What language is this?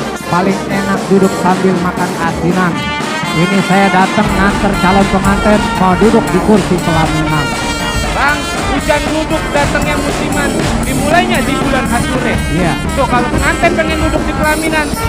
Betawi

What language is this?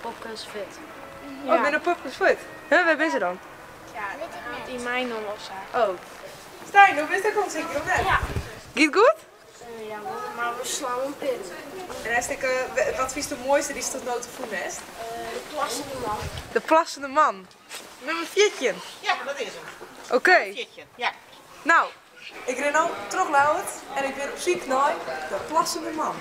Western Frisian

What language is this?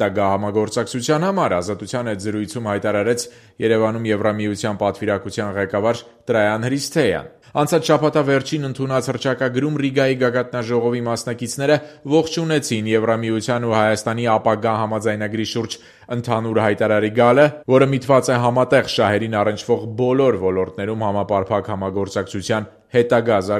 Armenian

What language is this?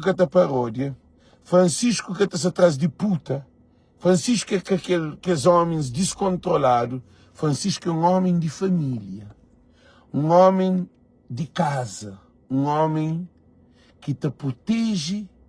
Kabuverdianu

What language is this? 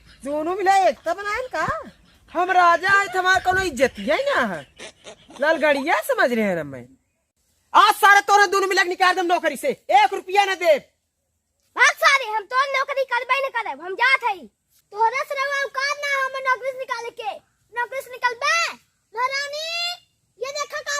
Bhojpuri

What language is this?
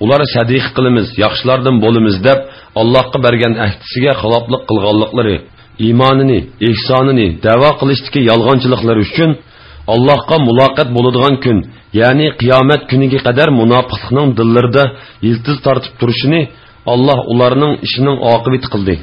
Uyghur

